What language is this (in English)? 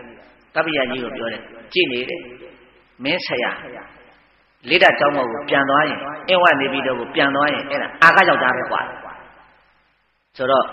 Burmese